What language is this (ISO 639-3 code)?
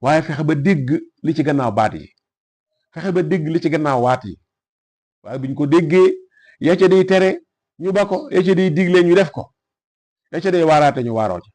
wol